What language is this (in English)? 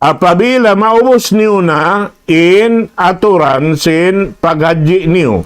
Tausug